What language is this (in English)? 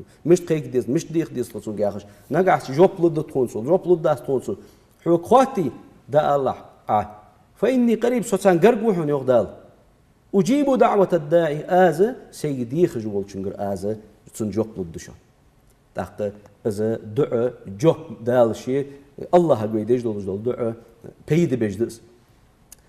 Ingush